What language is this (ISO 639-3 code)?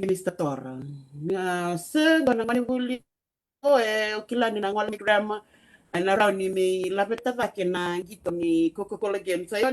fij